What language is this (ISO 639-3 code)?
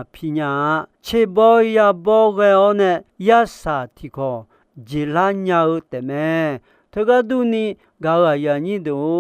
ahk